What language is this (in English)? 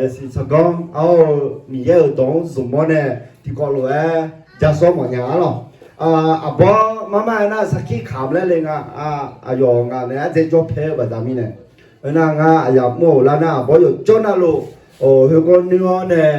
Akha